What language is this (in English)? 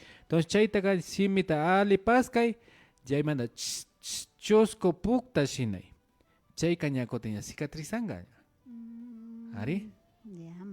Imbabura Highland Quichua